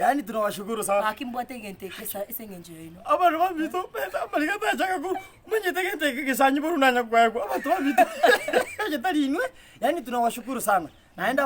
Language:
Gusii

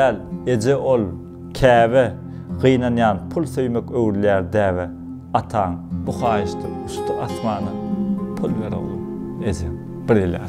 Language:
Turkmen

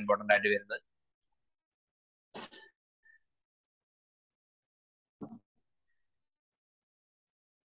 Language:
Malayalam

